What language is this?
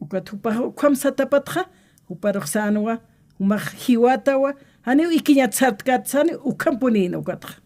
Aymara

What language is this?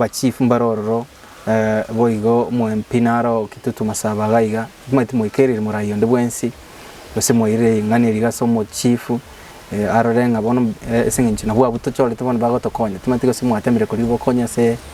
Gusii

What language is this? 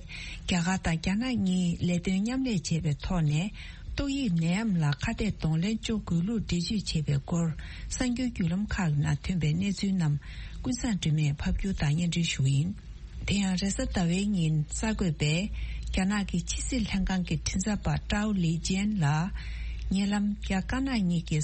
Tibetan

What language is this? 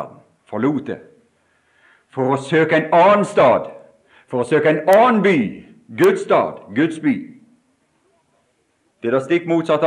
Norwegian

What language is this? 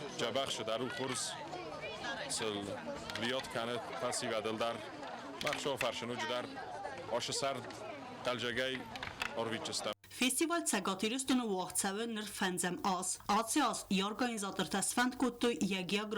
Ossetic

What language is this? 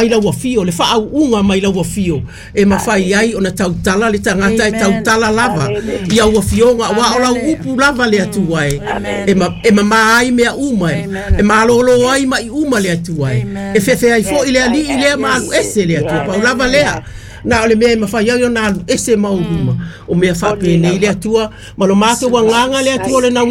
Samoan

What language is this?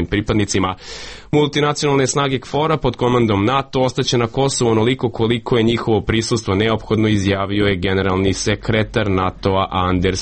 Serbian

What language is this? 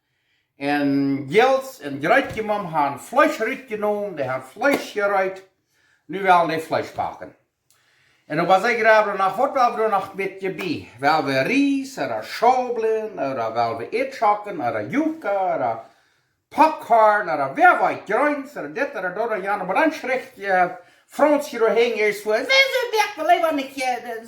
Plautdietsch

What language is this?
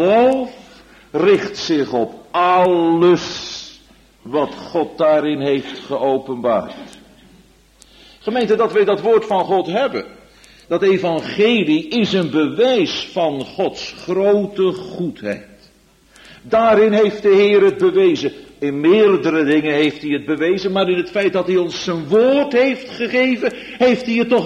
Dutch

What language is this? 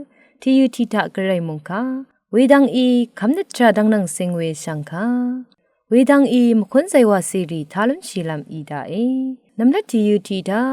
Rawang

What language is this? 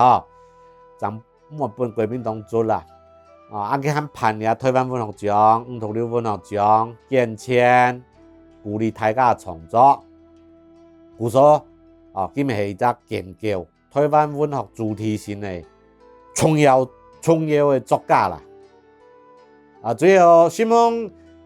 Hakka Chinese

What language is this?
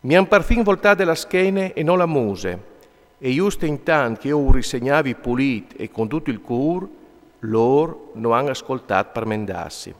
Friulian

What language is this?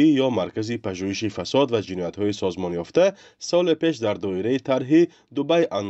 Tajik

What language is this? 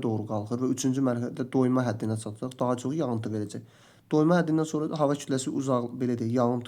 Azerbaijani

